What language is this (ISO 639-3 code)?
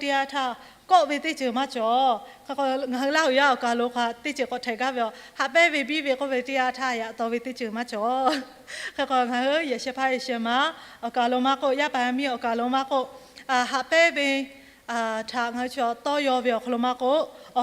lhu